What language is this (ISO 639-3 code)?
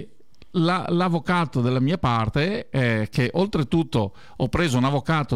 ita